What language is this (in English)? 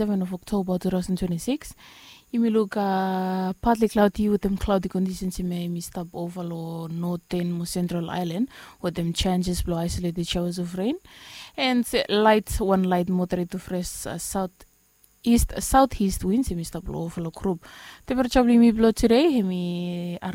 Bislama